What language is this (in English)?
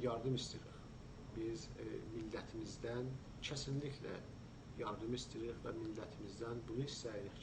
South Azerbaijani